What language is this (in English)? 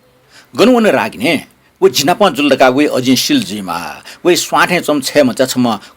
Newari